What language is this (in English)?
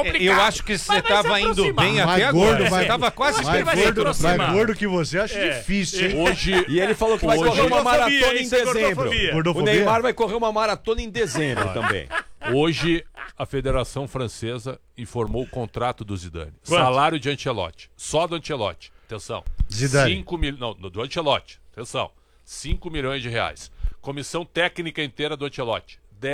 Portuguese